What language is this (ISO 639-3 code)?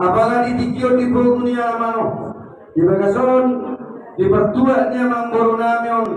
bbc